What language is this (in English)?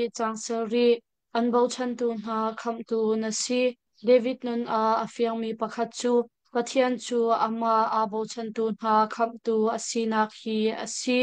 Hakha Chin